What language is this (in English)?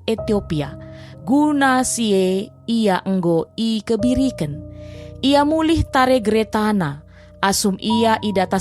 Batak Karo